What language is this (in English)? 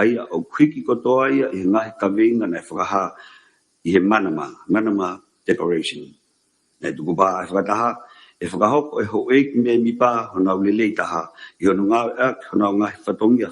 Tongan